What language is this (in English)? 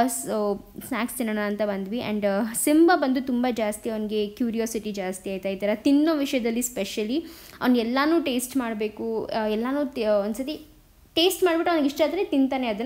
Kannada